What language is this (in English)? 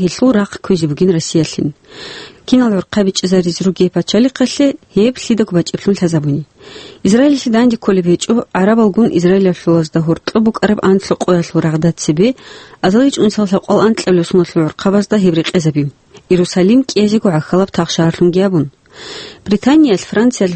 Avaric